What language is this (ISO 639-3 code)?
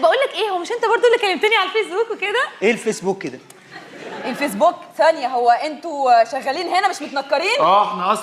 arz